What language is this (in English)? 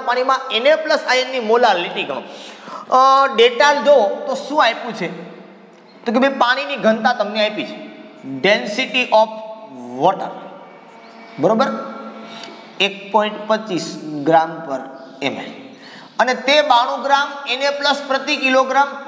Gujarati